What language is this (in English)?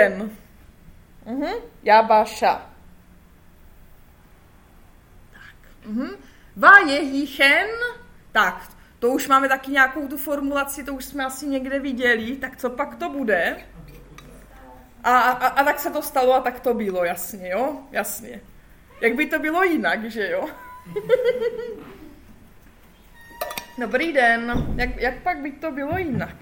Czech